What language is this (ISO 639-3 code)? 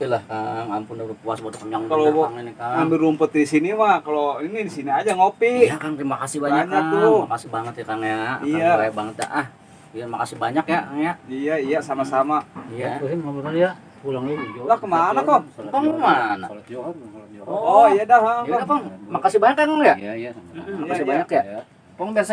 bew